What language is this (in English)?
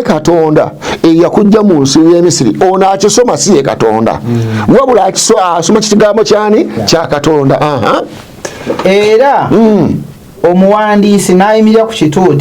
Ganda